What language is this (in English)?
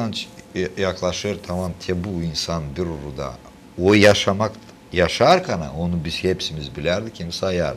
Gagauz